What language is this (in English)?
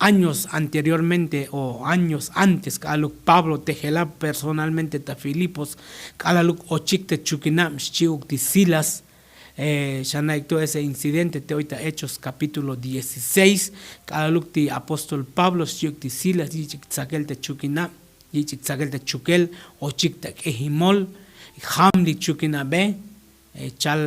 Tzotzil